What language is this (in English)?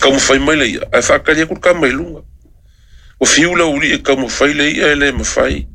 Samoan